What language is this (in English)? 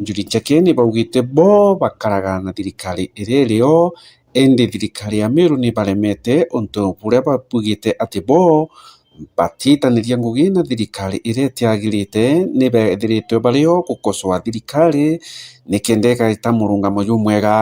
Meru